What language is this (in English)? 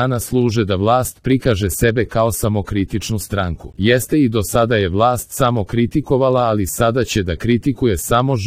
Serbian